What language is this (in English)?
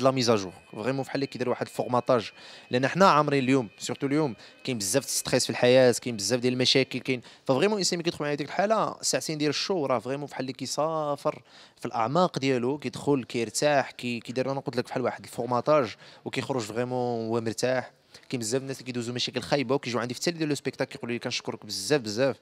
Moroccan Arabic